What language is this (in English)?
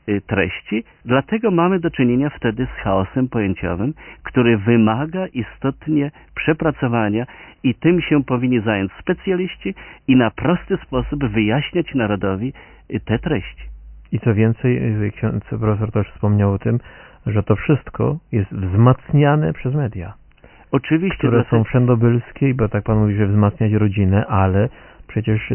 Polish